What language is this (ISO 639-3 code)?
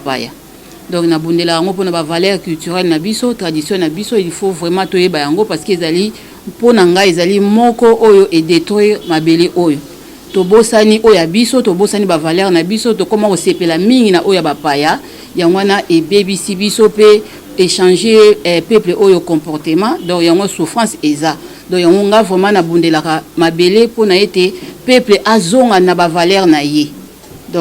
lin